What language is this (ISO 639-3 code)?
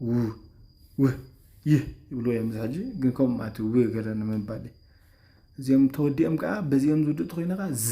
tir